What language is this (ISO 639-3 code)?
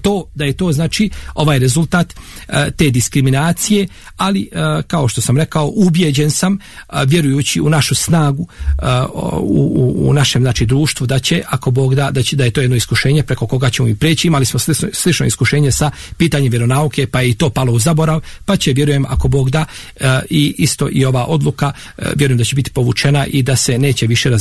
bos